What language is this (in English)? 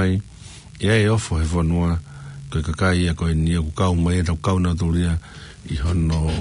Tongan